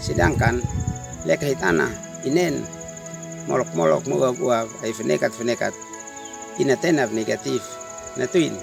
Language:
Uab Meto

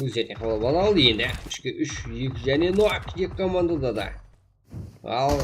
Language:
Kara-Kalpak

